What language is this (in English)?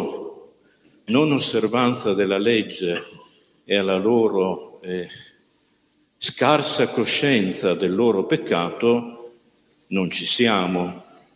Italian